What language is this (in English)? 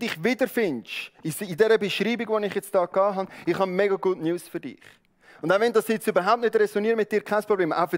Swiss German